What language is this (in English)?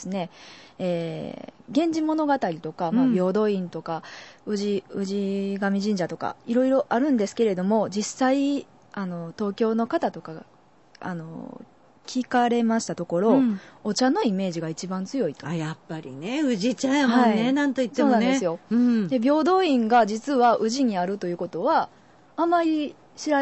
Japanese